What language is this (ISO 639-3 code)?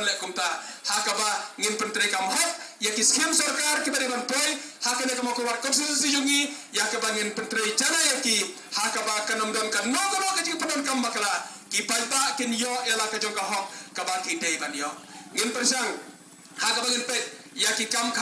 kha